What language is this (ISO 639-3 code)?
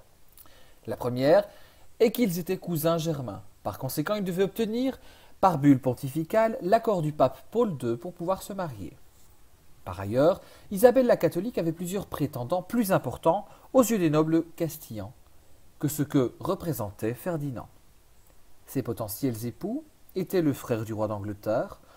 fra